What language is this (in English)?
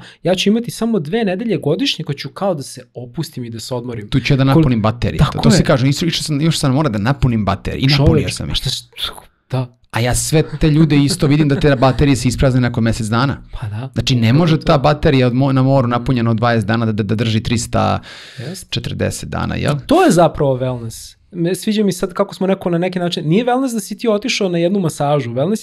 Serbian